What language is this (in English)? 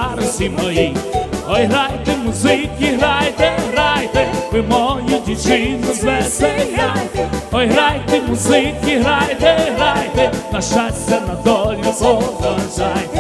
Ukrainian